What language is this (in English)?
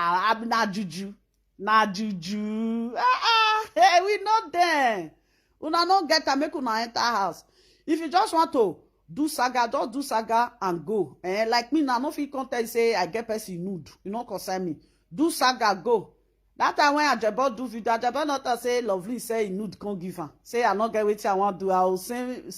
Nigerian Pidgin